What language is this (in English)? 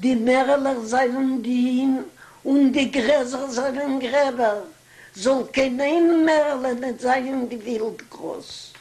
Yiddish